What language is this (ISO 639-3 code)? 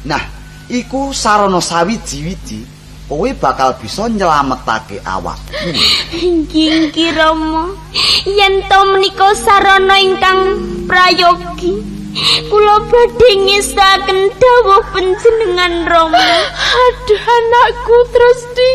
jav